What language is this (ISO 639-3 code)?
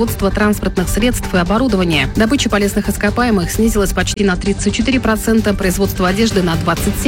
rus